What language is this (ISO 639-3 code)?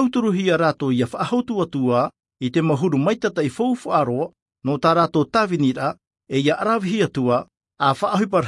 tah